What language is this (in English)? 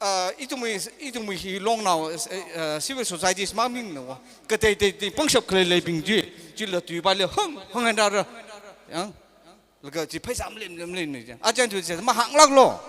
Tangkhul Naga (India)